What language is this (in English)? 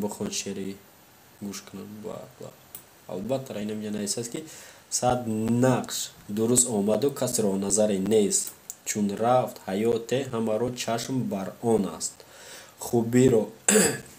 Tajik